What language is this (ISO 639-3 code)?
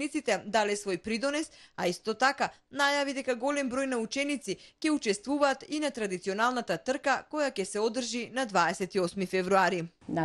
mkd